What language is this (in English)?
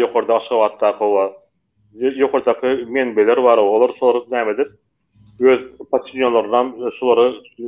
Turkmen